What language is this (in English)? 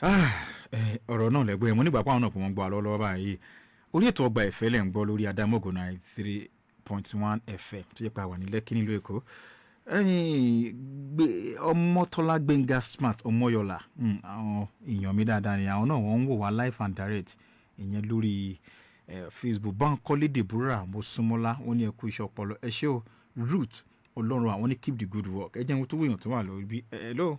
Yoruba